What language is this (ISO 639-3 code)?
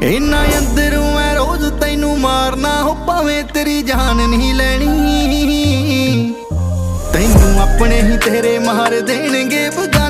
pan